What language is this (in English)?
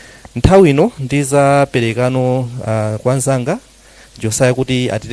Nyanja